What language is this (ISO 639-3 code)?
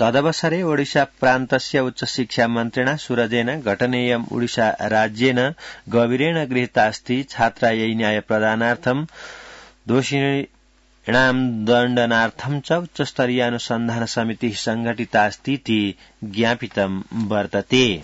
san